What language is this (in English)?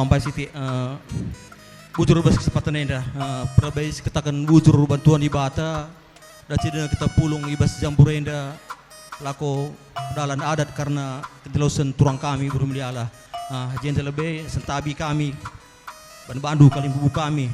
Batak Karo